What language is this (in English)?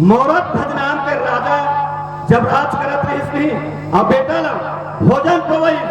Chhattisgarhi